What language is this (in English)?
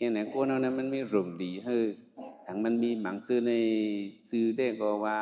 Shan